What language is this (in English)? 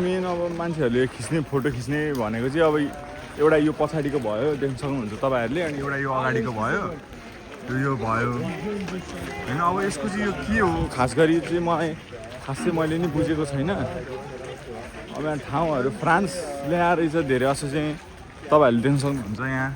Nepali